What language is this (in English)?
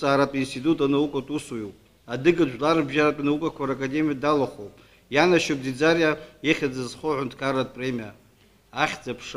Abkhazian